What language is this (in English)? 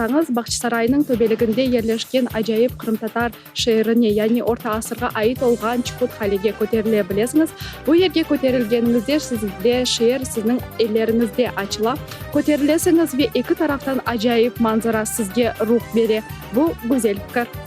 Crimean Tatar